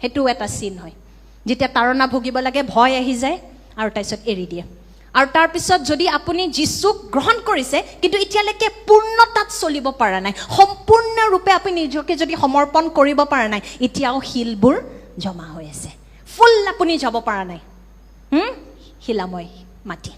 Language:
Assamese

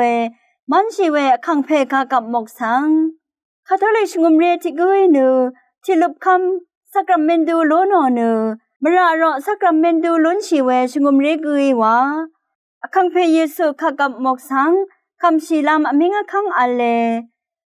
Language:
Rawang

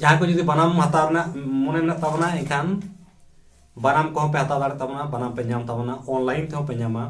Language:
Santali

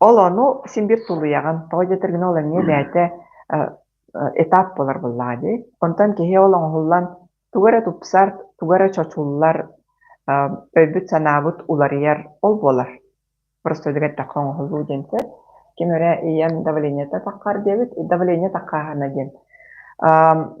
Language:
Yakut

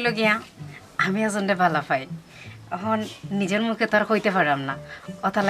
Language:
Sylheti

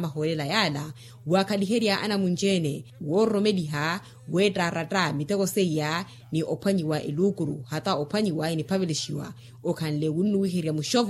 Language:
Makhuwa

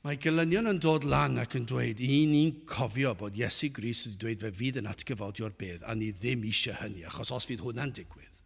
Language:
Welsh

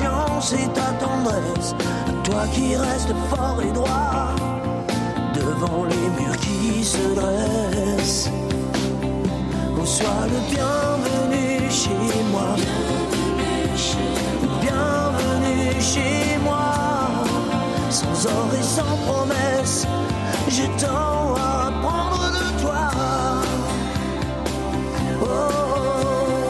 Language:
French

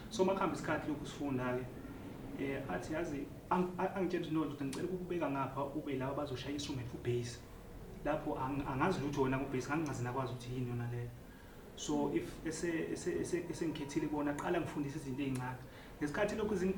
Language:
Zulu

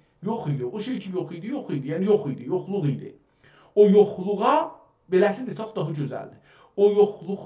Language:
South Azerbaijani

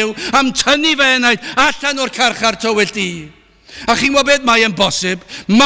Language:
Welsh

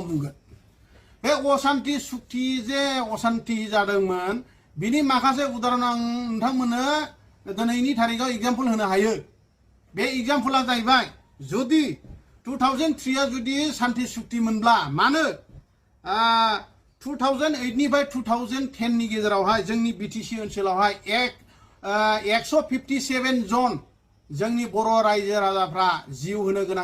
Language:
Bodo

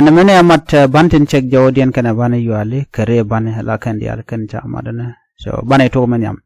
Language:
Nuer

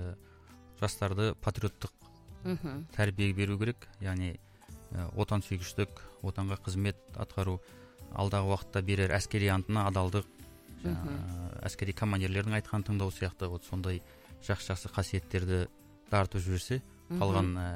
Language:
Kazakh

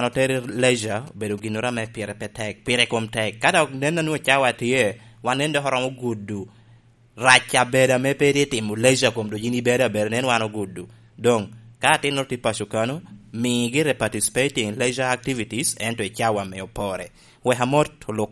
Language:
Lango (Uganda)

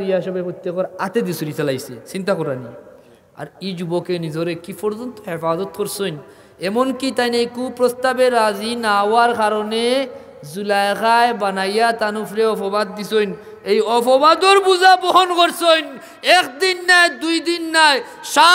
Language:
Sylheti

